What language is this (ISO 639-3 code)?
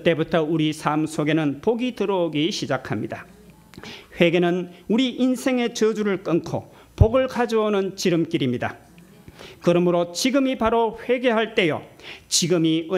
kor